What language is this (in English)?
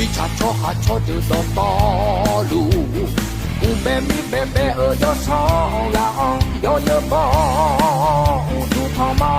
Akha